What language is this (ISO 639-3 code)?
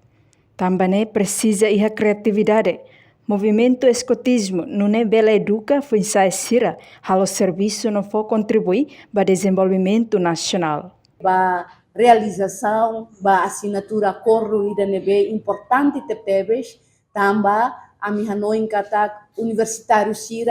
tet